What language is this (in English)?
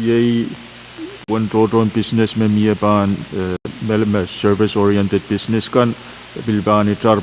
Pohnpeian